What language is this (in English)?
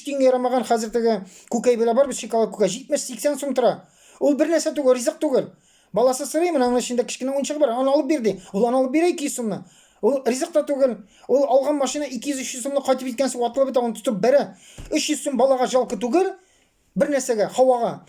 Tatar